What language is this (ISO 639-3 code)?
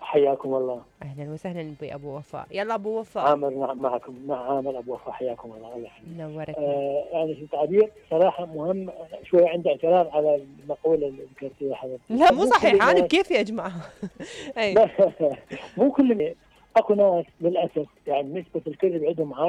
acm